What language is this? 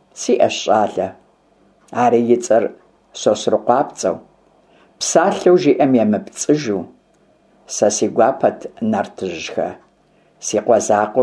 Kabardian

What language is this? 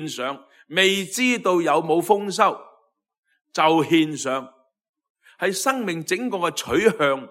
Cantonese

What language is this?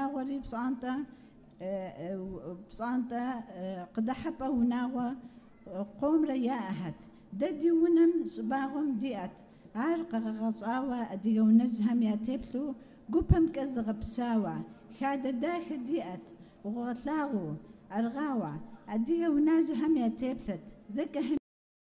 Kabardian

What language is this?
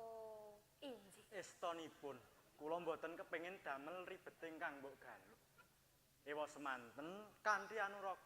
Javanese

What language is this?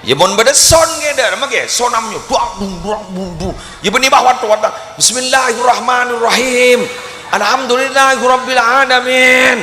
Madurese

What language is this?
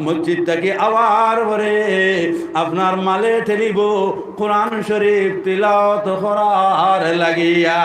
Sylheti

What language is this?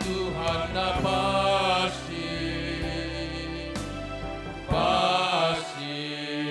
Batak Simalungun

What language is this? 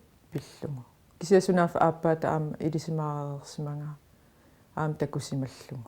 Kalaallisut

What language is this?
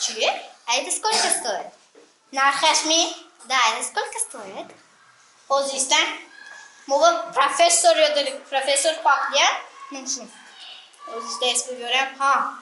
Tajik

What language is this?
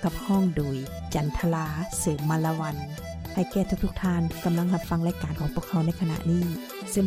Lao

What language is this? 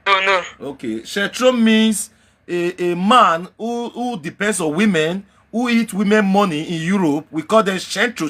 Nigerian Pidgin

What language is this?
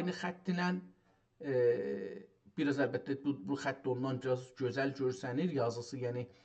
South Azerbaijani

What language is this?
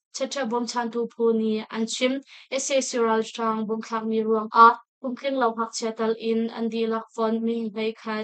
Hakha Chin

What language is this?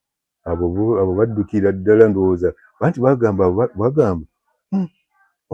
Ganda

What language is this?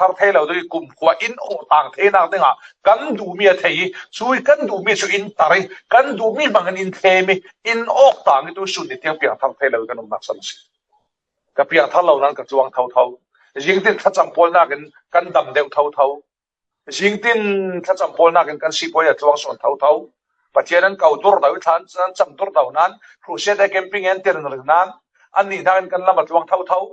Falam Chin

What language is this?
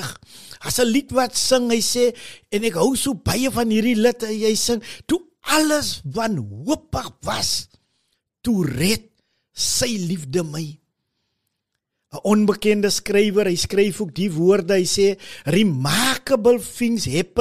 Afrikaans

